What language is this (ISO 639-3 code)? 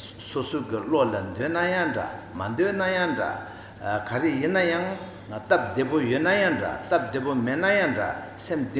bod